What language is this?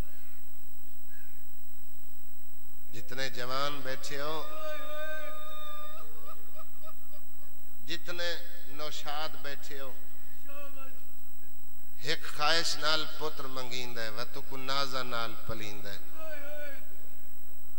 Saraiki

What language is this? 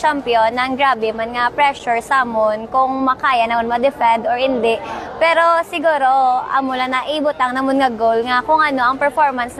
Hiligaynon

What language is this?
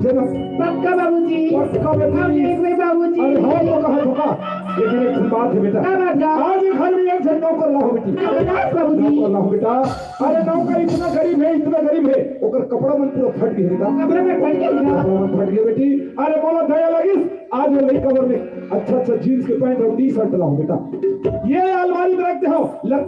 Chhattisgarhi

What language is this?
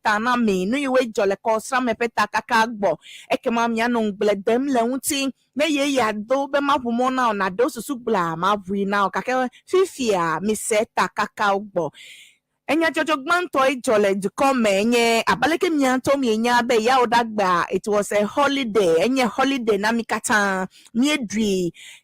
Ewe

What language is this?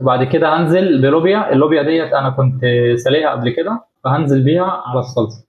Egyptian Arabic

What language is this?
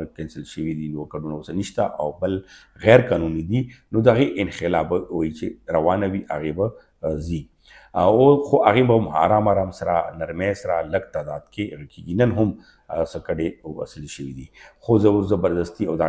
Pashto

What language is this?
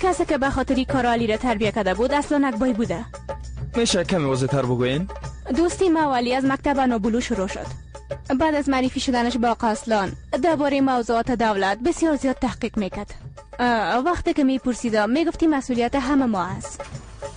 Persian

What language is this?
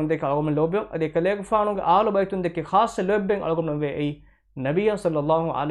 Divehi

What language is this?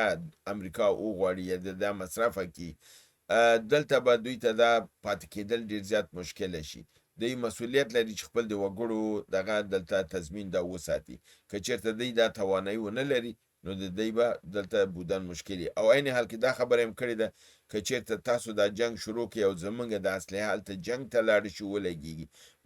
Pashto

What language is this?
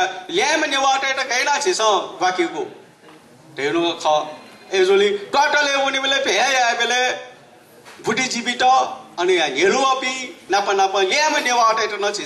Newari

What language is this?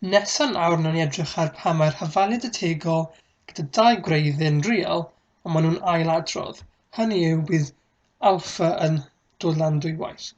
Welsh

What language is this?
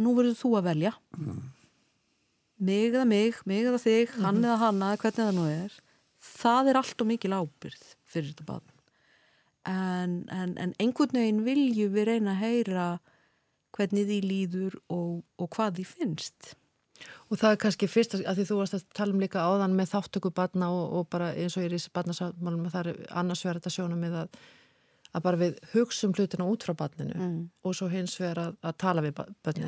Icelandic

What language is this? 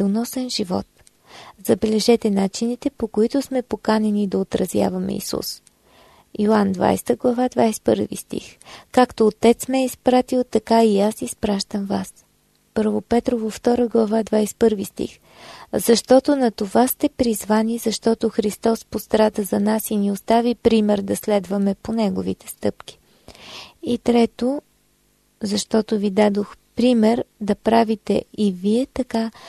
Bulgarian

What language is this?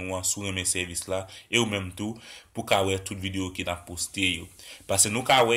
Haitian Creole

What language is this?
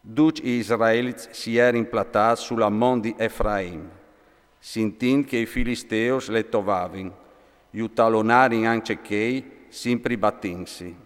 Friulian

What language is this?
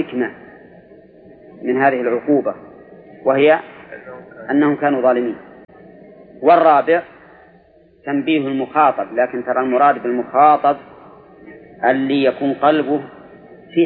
Arabic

